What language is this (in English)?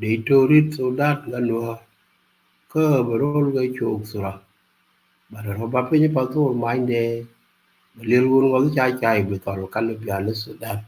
Nuer